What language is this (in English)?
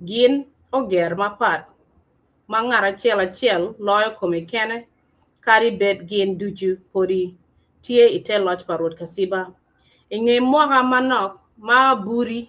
Acoli